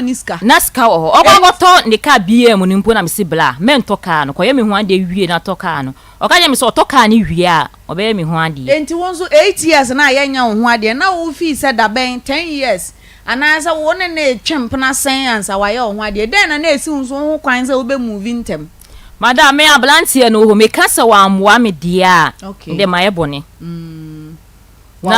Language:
Akan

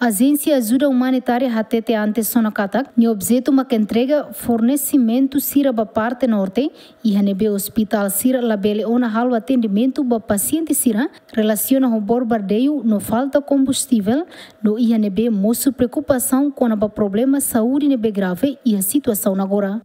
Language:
Tetum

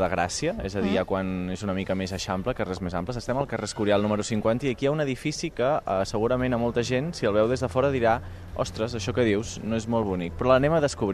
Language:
Catalan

